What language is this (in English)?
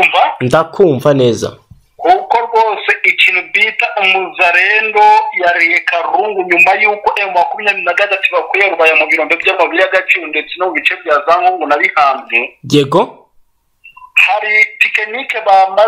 Kinyarwanda